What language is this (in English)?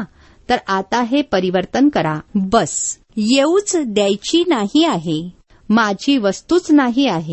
Marathi